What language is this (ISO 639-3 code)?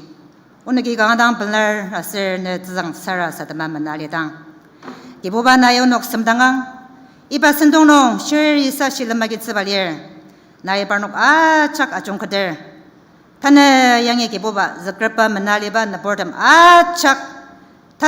njo